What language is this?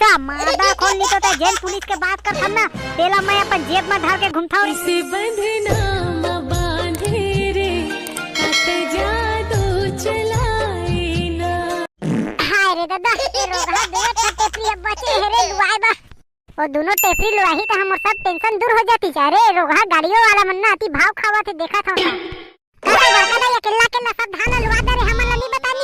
Chhattisgarhi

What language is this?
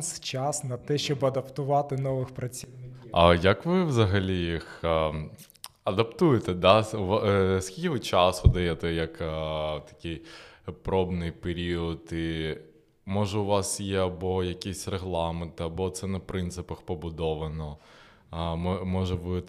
Ukrainian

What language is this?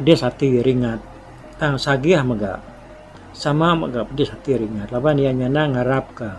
Iban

